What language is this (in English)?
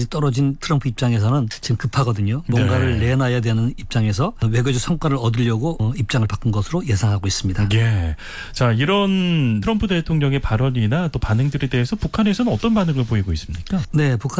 Korean